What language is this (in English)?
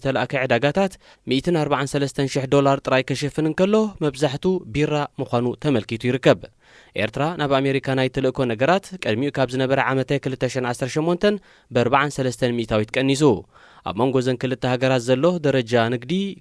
Tigrinya